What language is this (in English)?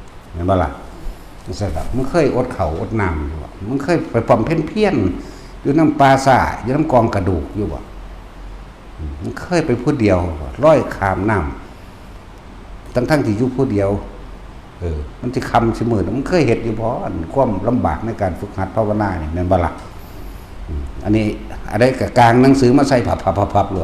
Northeastern Thai